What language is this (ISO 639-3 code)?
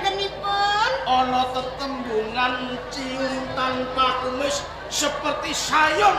jav